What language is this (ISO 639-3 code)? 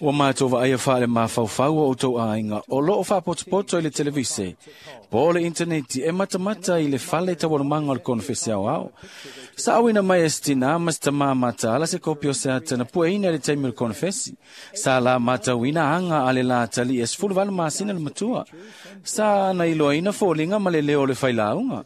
smo